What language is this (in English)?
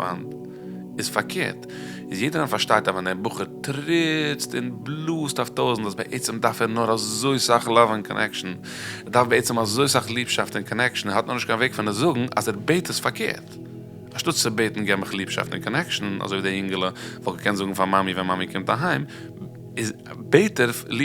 Yiddish